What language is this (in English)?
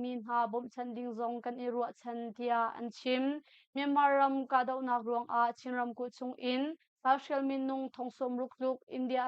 Hakha Chin